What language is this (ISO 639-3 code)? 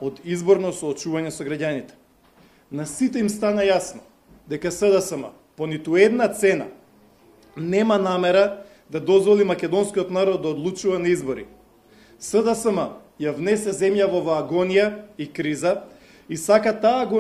mkd